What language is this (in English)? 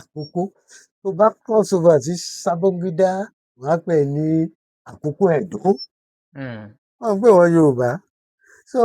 Yoruba